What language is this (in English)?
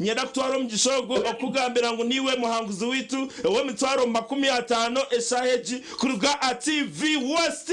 Nyankole